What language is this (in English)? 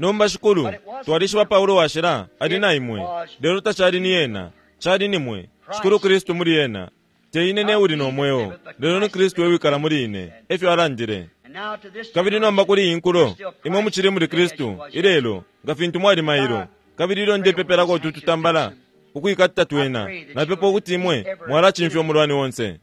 Bemba